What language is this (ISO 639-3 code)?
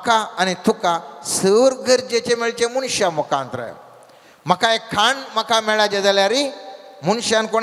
kok